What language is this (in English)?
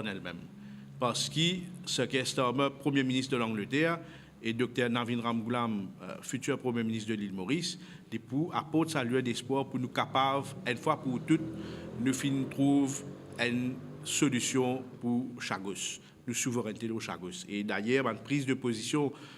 Morisyen